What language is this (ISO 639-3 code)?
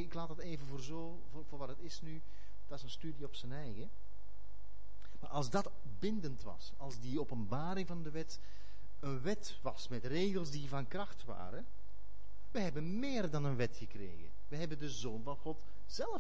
nld